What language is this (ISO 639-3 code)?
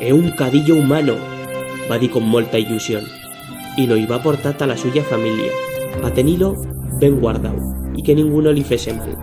arg